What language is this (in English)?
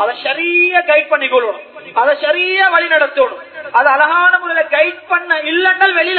Tamil